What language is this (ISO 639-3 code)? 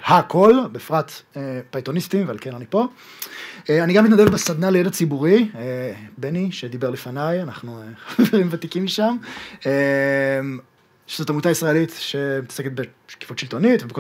heb